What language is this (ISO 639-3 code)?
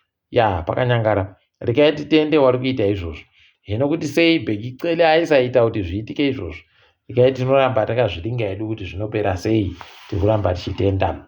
ndc